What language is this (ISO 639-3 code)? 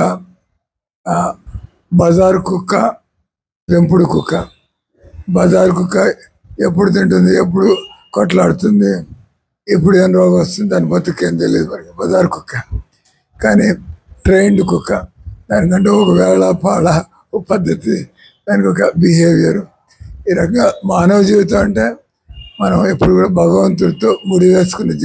tel